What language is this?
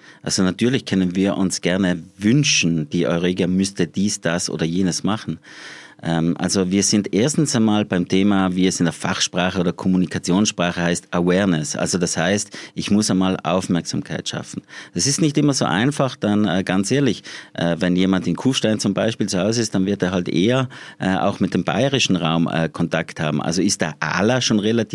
German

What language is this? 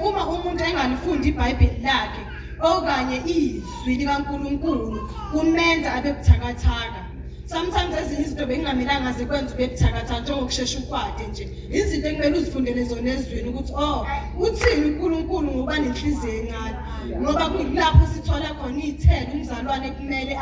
Zulu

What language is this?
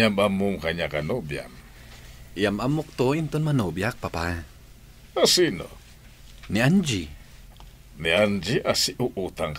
Iloko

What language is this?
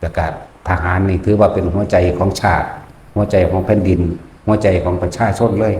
Lao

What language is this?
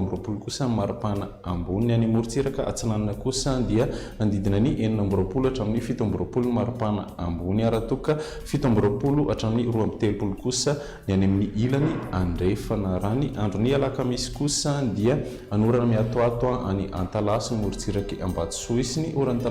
Malagasy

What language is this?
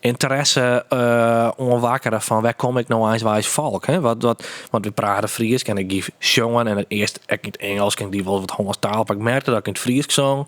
Western Frisian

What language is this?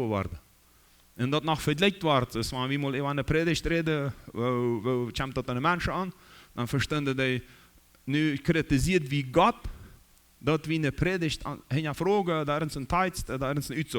Plautdietsch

